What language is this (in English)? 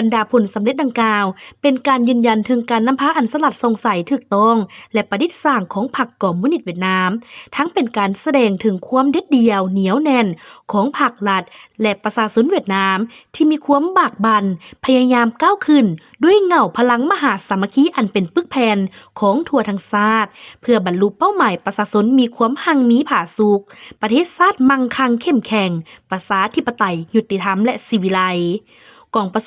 Lao